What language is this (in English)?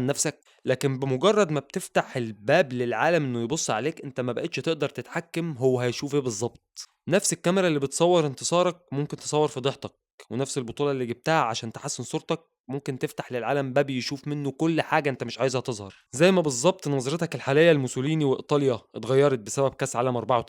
Egyptian Arabic